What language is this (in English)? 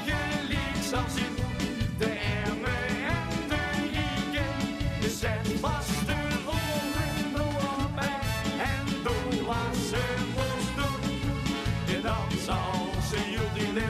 Limburgish